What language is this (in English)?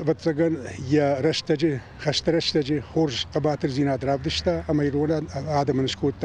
Ossetic